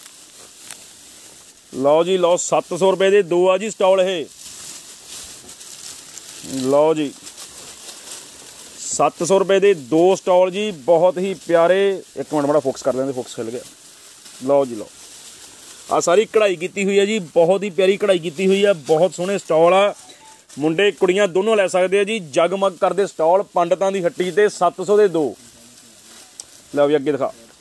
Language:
Punjabi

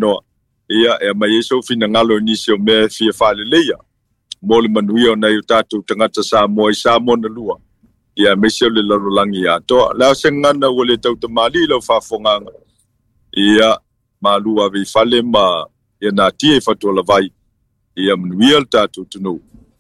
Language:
Samoan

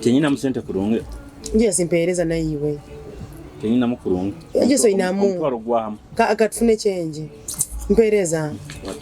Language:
Nyoro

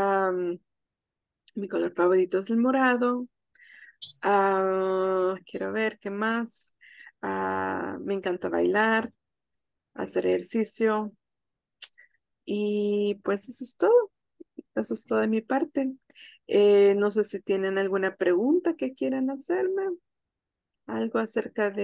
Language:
Spanish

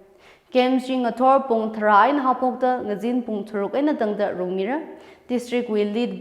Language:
Tangkhul Naga (India)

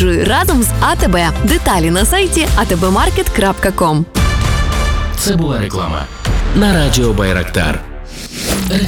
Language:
Ukrainian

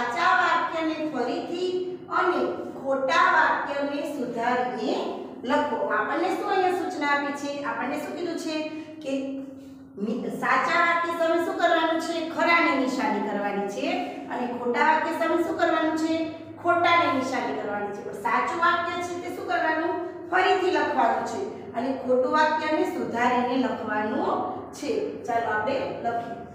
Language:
Gujarati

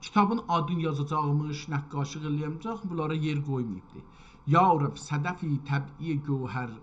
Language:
South Azerbaijani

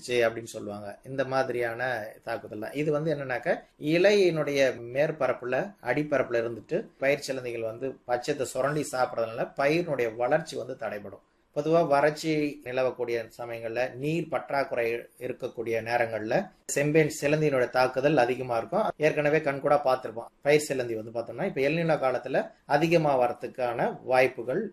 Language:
Tamil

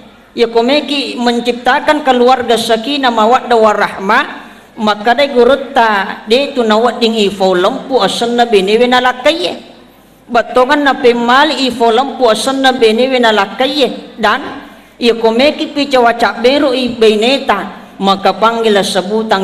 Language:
Buginese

